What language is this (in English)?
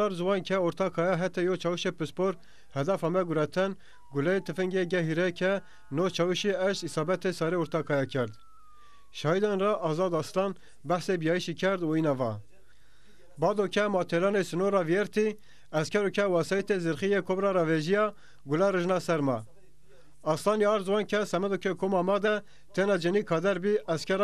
Zaza